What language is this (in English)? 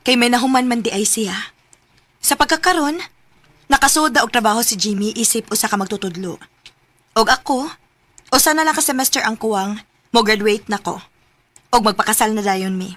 Cebuano